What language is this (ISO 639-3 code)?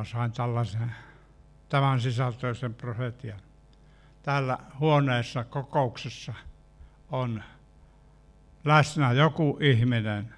fin